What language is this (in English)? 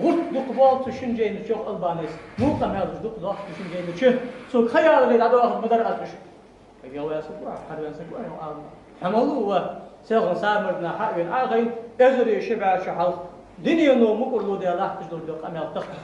Ingush